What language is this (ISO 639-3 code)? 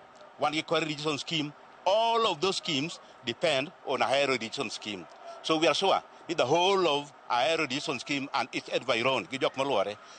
luo